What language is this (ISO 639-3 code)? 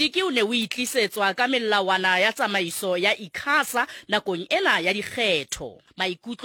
sot